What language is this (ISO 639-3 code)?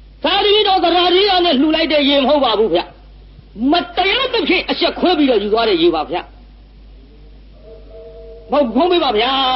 mya